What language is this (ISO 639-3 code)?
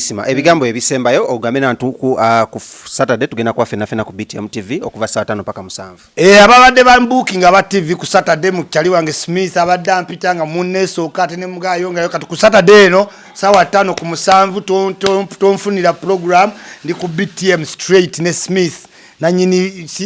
lug